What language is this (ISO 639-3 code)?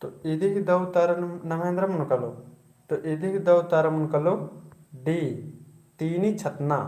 kru